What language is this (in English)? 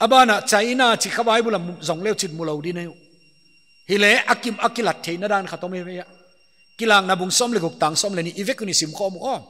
Paite Chin